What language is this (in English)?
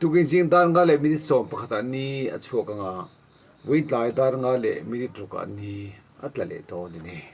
Mizo